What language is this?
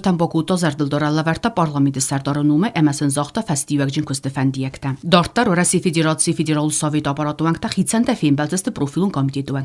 Ossetic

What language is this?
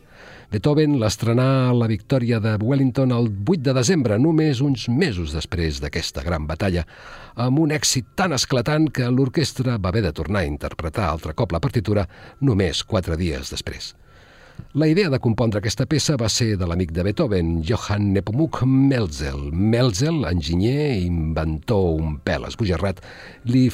Catalan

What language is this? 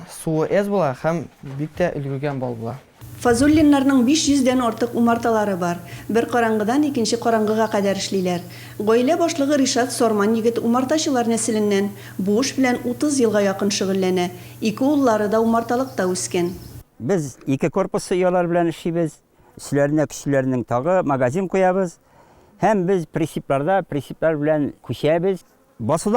Tatar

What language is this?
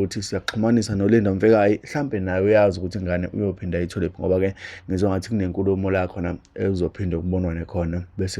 Zulu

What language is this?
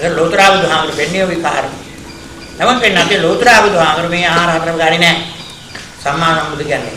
Sinhala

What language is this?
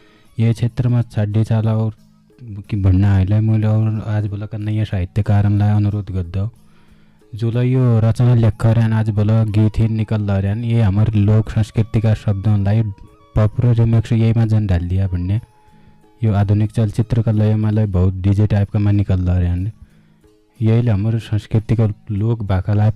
Dotyali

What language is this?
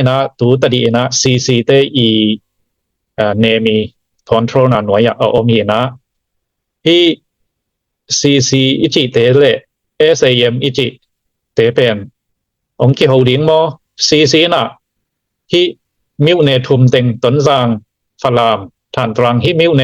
Tedim Chin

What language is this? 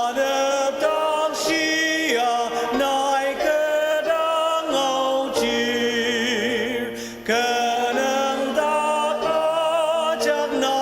Ao Naga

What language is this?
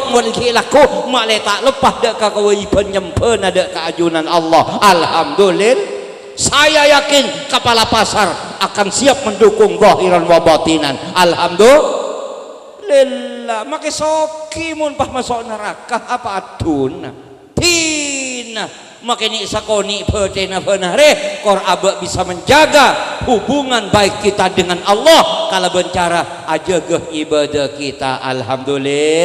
Madurese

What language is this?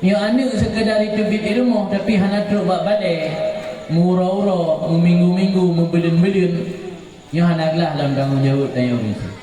Achinese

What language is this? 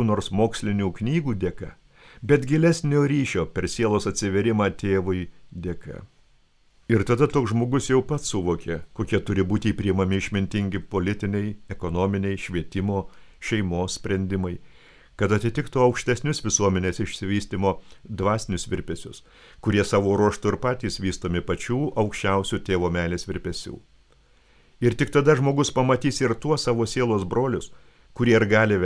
Lithuanian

